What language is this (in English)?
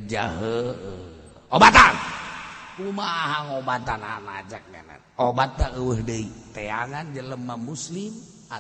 Sundanese